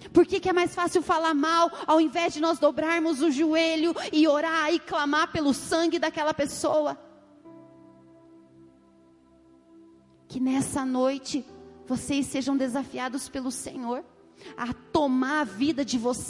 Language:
Portuguese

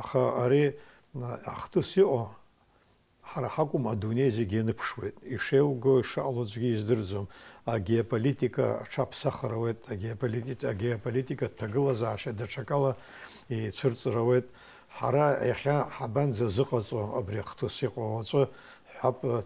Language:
Abkhazian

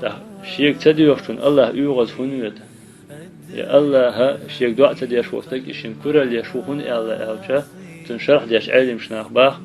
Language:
Chechen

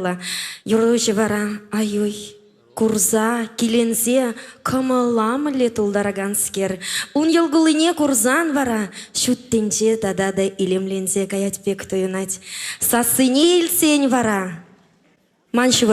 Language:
Chuvash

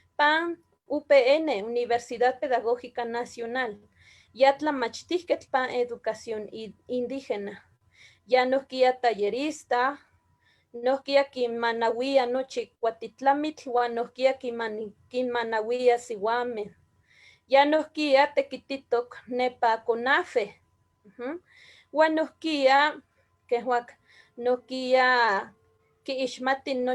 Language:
Eastern Huasteca Nahuatl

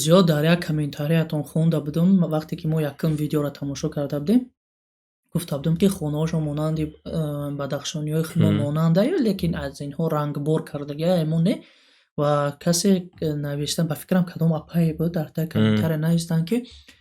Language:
Tajik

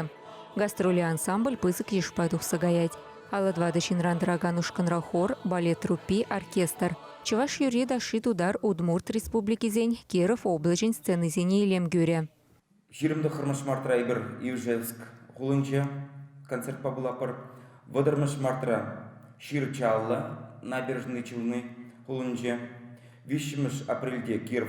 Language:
Chuvash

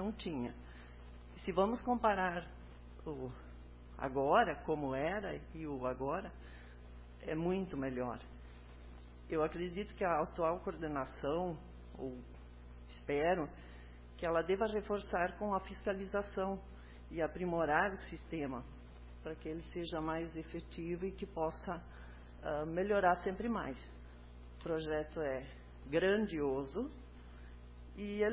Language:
Portuguese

